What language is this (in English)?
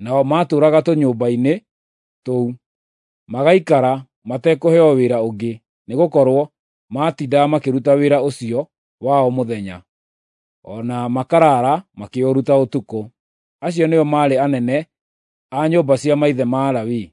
Kikuyu